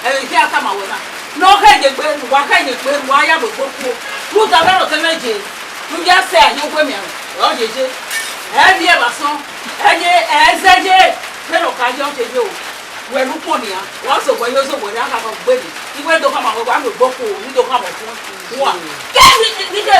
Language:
Bini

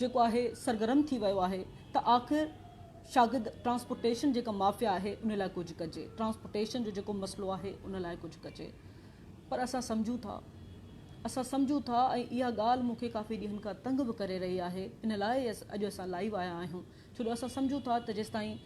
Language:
Sindhi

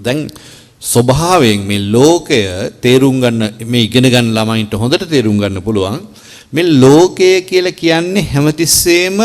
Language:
Sinhala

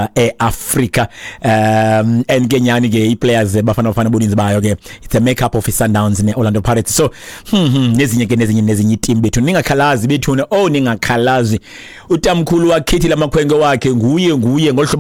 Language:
Xhosa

